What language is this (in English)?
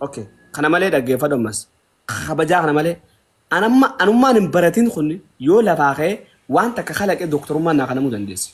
Oromo